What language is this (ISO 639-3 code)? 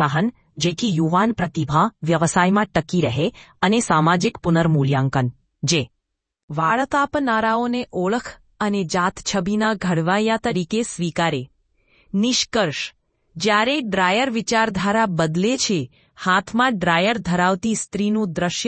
guj